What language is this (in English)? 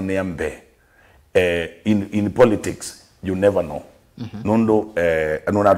Kamba